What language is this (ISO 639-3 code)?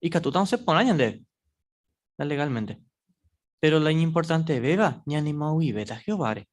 grn